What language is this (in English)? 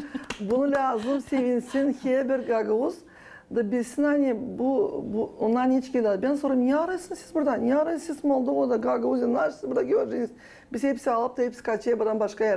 Gagauz